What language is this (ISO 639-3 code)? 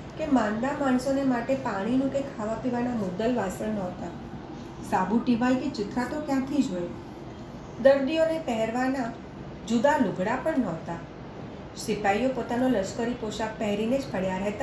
guj